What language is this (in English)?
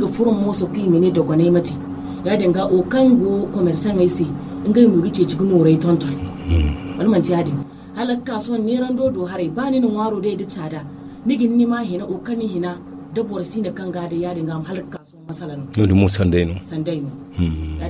Zarma